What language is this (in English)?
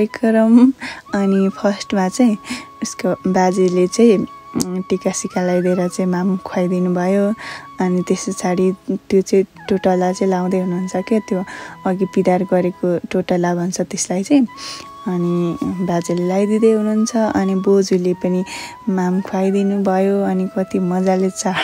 Nepali